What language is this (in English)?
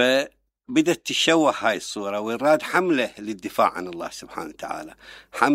Mesopotamian Arabic